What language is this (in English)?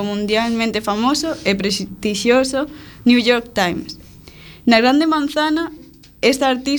Galician